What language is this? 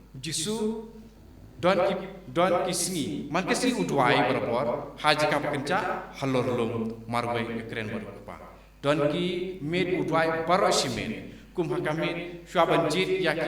Khasi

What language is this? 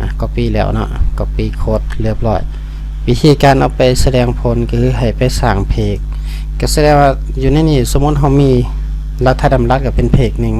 Lao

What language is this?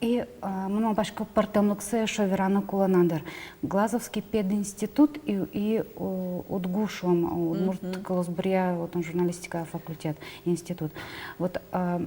Udmurt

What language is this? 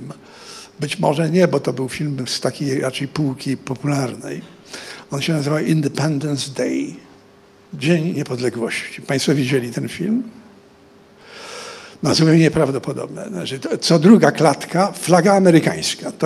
Polish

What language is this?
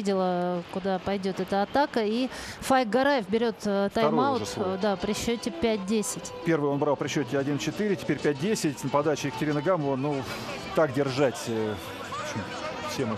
Russian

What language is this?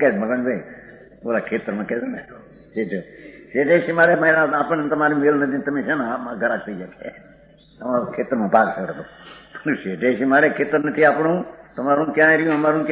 Gujarati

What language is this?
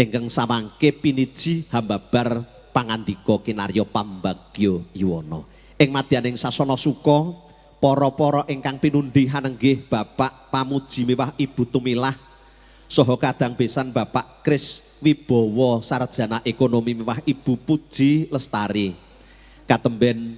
Javanese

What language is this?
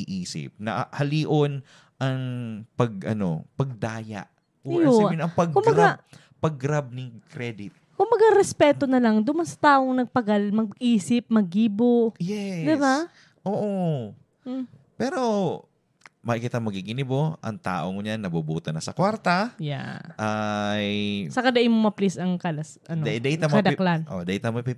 Bikol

